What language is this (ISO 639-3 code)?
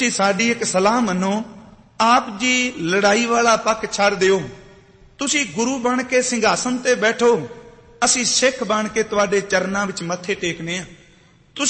pan